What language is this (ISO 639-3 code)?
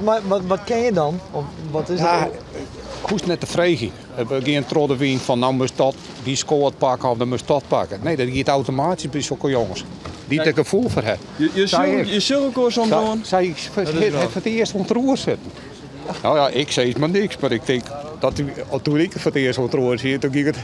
fry